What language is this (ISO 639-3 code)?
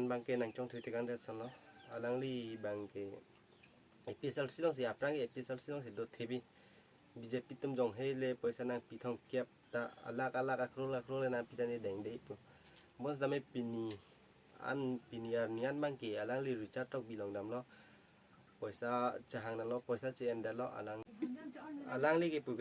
mjw